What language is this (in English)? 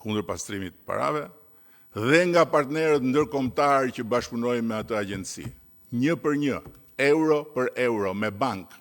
Albanian